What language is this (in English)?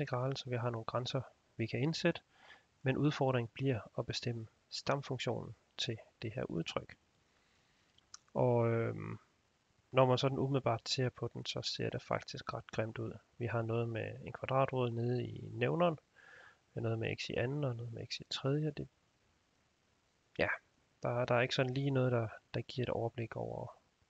Danish